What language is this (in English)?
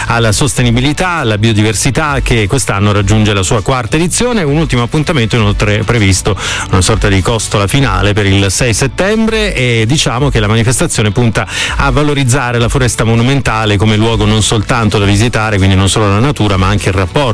Italian